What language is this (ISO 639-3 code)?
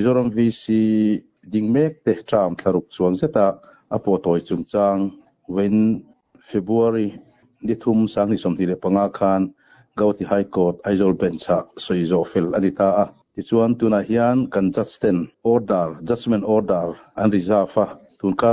lus